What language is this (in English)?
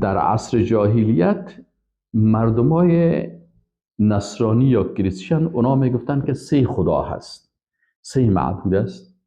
Persian